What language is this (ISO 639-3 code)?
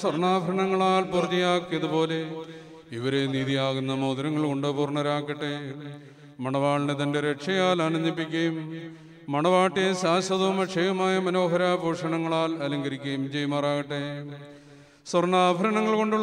mal